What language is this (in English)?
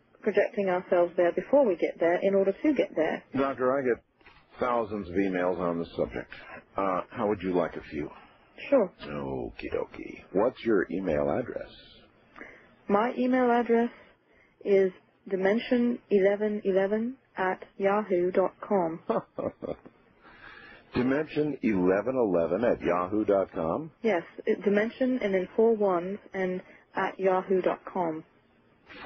English